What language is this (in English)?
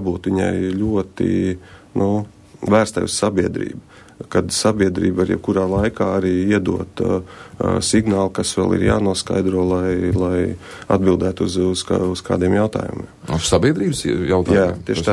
Latvian